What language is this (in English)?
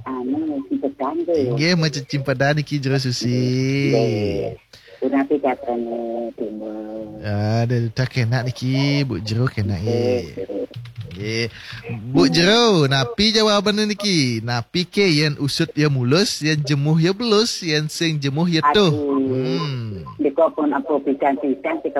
Balinese